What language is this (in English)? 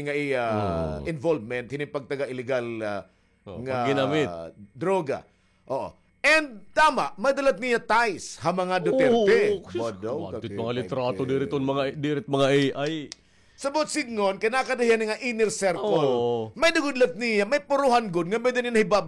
Waray